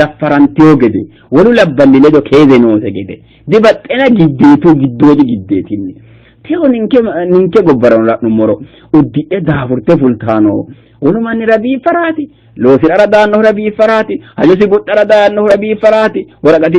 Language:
Sidamo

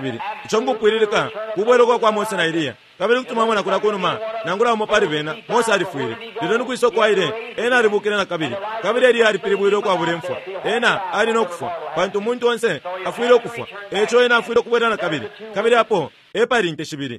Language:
Bemba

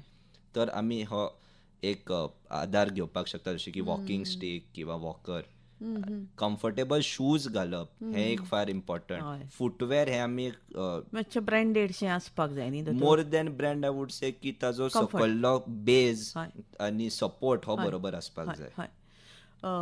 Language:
Konkani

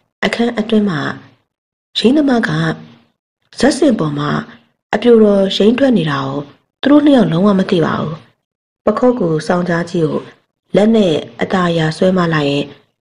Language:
Burmese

